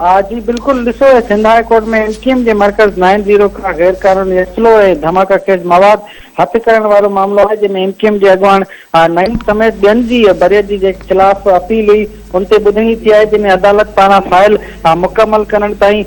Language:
Sindhi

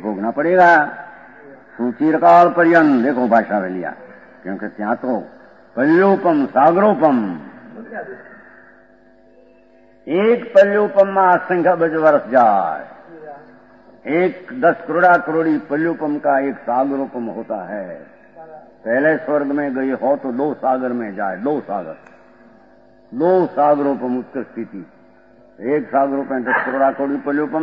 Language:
Hindi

